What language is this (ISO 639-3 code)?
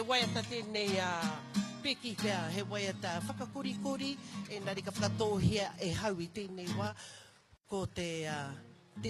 mri